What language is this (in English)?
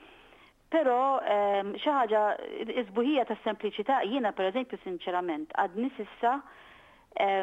Maltese